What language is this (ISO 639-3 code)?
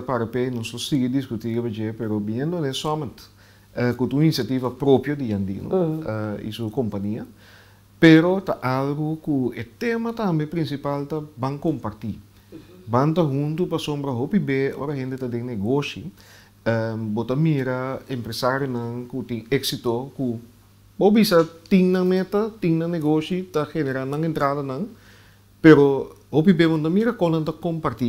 pap